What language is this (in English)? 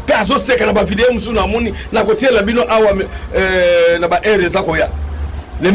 Lingala